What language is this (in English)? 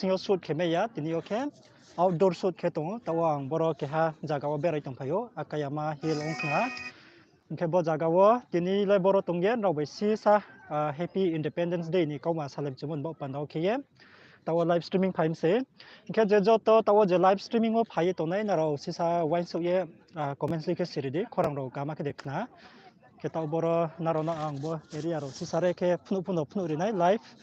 Riang (India)